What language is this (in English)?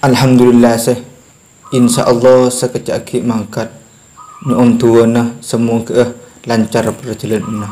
Madurese